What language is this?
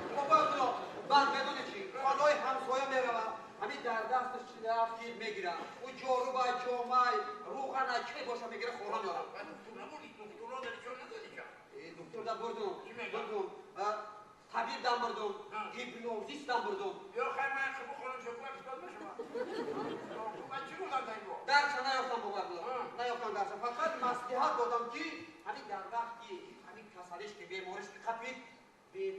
Tajik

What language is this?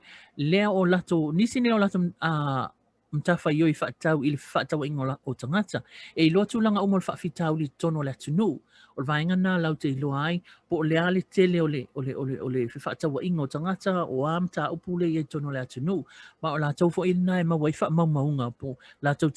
Samoan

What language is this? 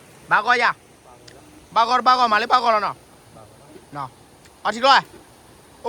S'gaw Karen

